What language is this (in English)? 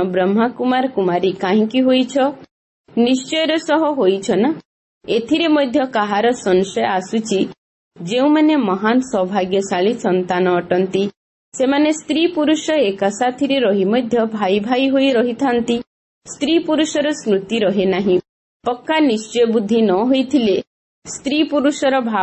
Odia